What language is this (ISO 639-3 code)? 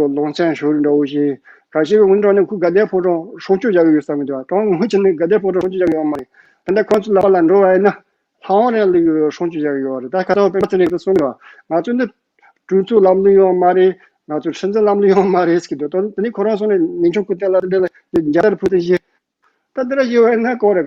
bod